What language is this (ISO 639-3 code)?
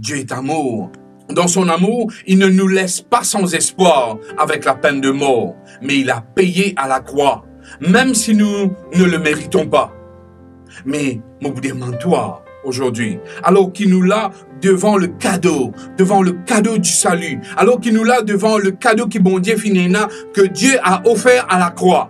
mfe